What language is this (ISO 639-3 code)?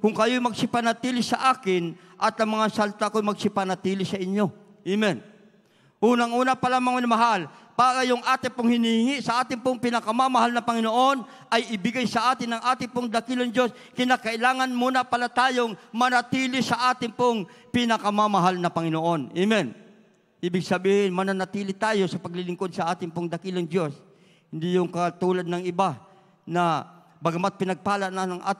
fil